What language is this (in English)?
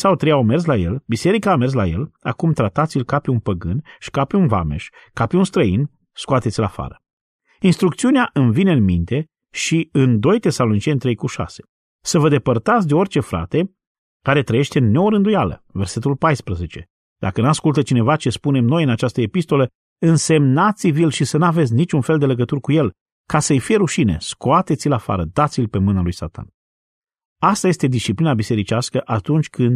Romanian